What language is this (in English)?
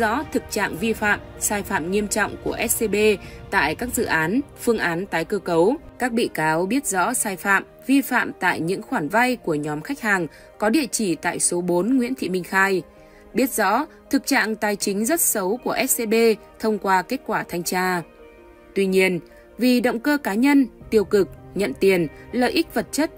Vietnamese